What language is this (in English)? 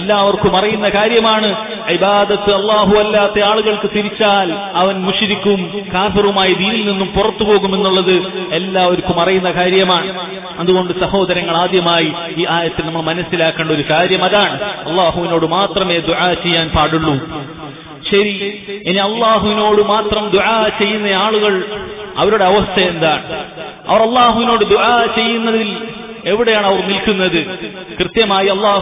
Malayalam